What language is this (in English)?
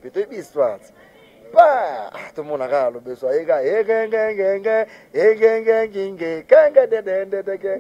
Lingala